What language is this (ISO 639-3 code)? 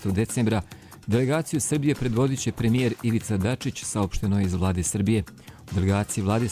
srp